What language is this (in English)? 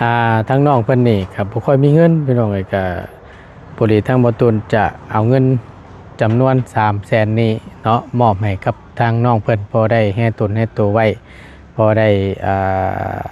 Lao